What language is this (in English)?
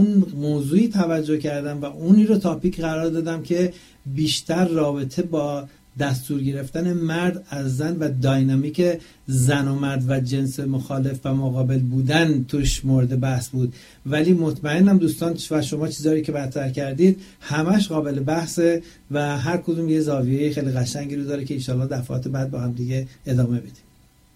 Persian